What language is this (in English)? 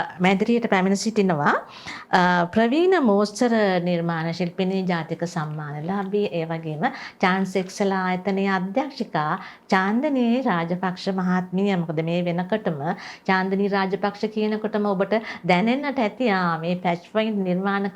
Sinhala